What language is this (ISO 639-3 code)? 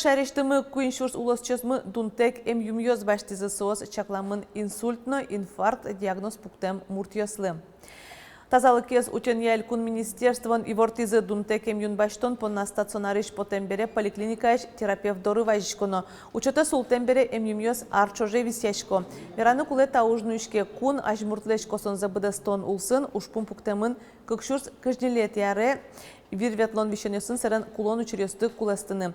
udm